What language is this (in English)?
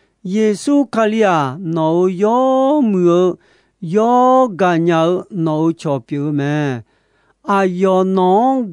Akha